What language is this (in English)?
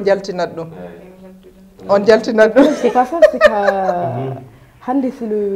Fula